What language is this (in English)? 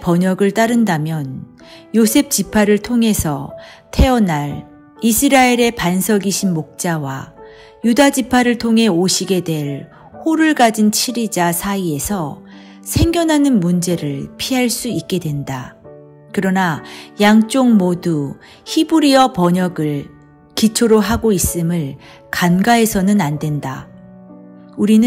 Korean